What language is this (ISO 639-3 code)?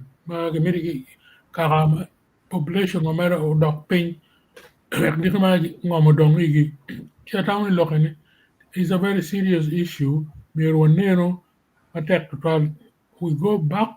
ach